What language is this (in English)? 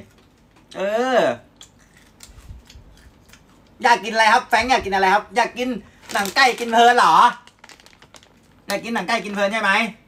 Thai